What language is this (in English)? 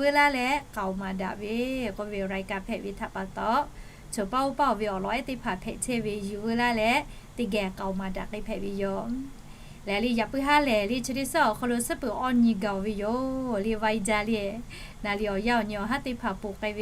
Lahu